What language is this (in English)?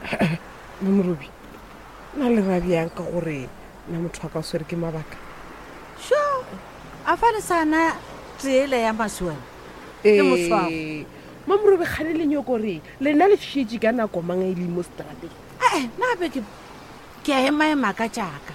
Northern Sotho